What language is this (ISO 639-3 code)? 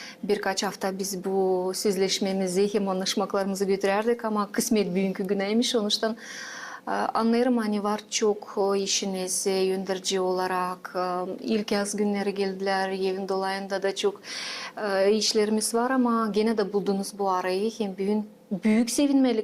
gag